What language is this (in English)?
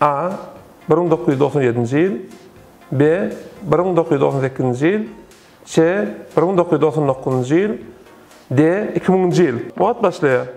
Turkmen